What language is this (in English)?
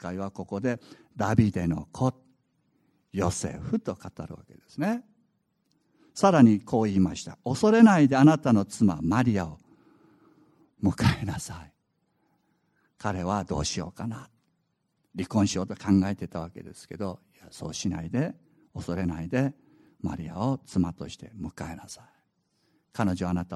Japanese